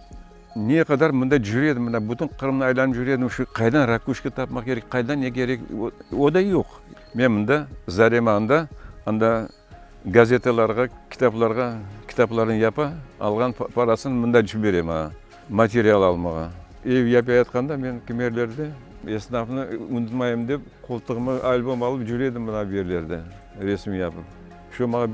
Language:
Crimean Tatar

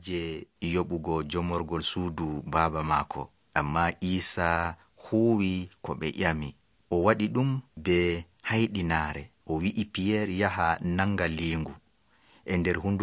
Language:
Nigerian Fulfulde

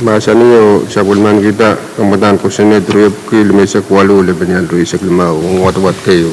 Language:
Pohnpeian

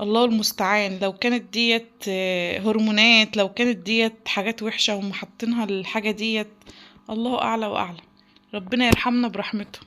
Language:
Egyptian Arabic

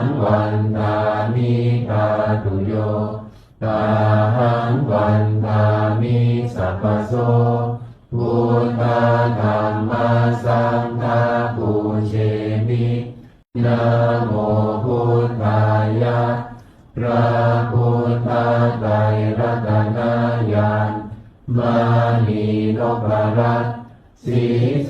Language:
Pali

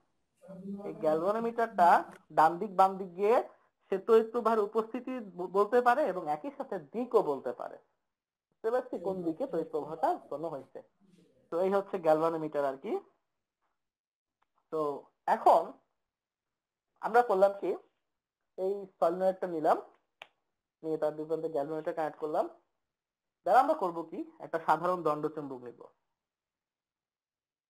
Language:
Bangla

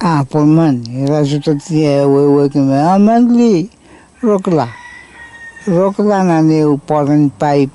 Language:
Pohnpeian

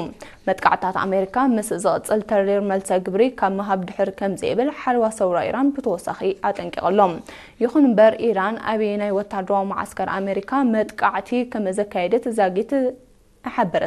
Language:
Tigrinya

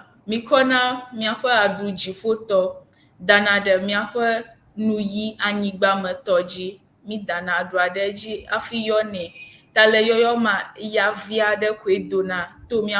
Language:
Ewe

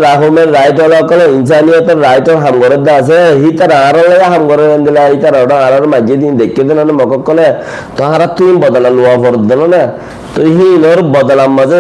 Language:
Rohingya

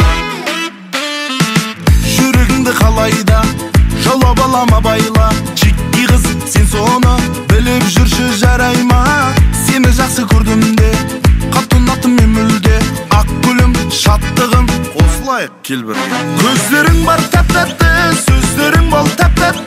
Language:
Kazakh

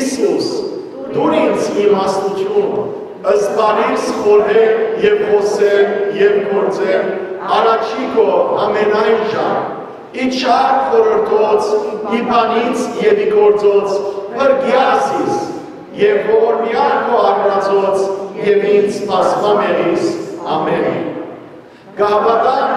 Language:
Western Armenian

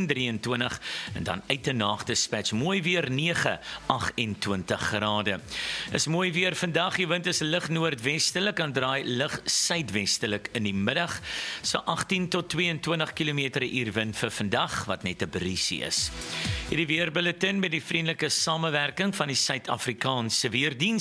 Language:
Afrikaans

